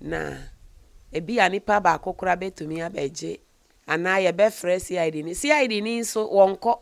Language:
Akan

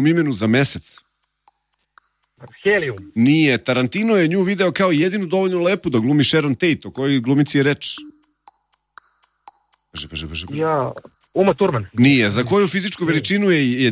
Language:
Serbian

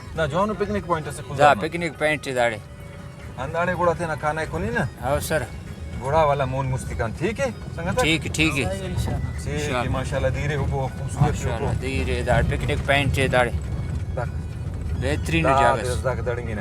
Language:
Brahui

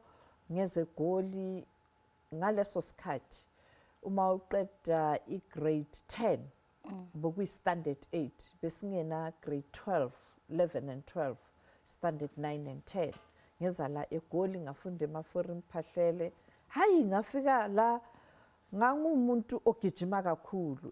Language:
Zulu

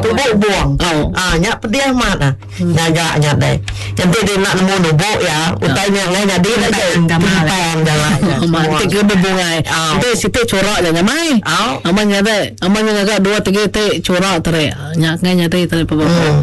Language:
Iban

